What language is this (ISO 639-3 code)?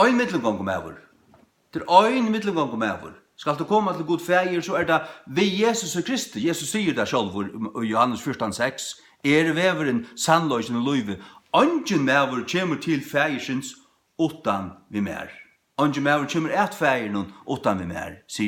fao